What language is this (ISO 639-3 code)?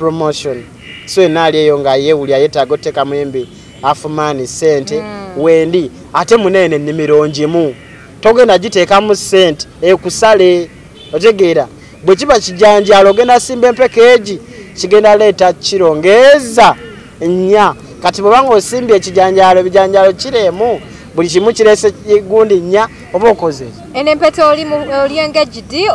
lug